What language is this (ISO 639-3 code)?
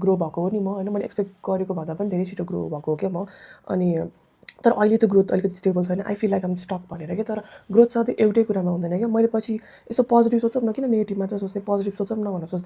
nep